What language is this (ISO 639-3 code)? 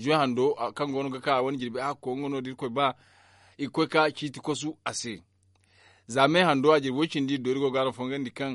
dje